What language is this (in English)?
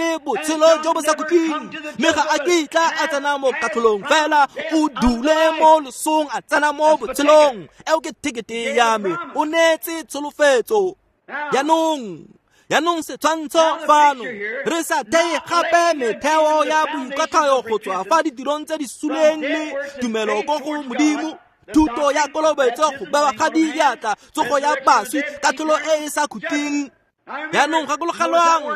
Tswana